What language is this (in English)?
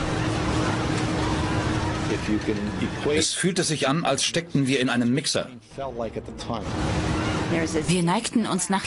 German